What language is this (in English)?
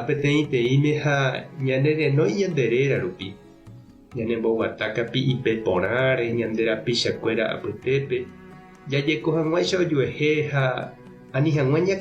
Guarani